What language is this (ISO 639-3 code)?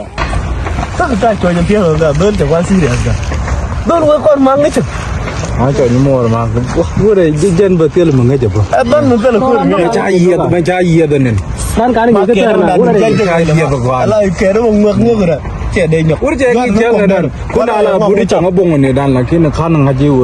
nus